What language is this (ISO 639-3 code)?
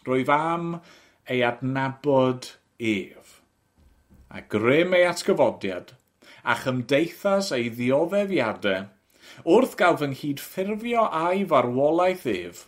cym